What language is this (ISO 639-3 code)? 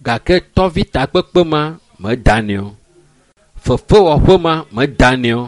ewe